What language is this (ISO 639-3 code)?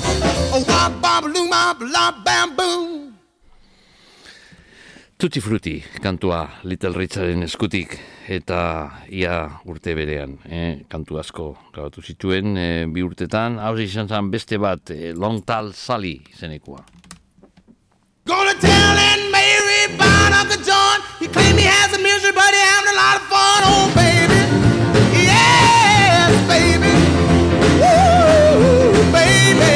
eus